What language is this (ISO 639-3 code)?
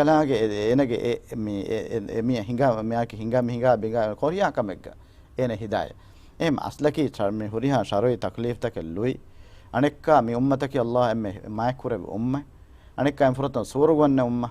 div